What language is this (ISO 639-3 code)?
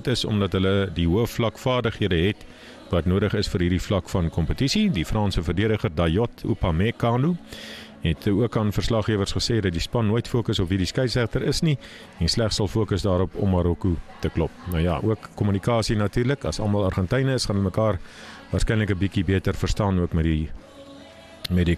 afr